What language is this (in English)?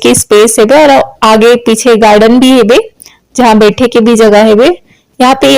Chhattisgarhi